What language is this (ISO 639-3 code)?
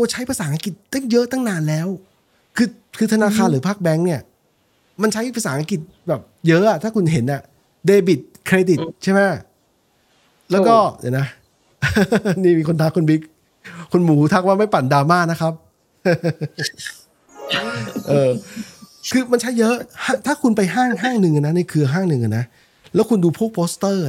tha